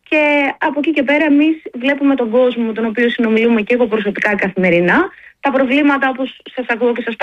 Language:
Greek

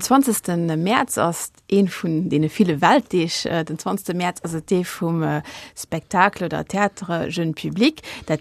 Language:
Luxembourgish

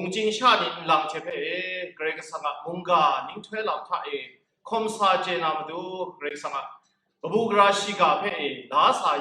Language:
Kachin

